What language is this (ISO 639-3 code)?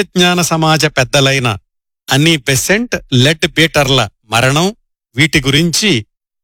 tel